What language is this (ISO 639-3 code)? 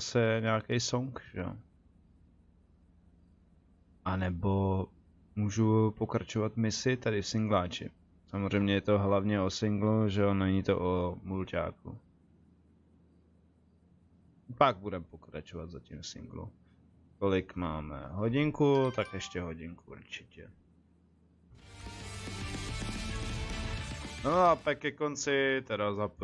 ces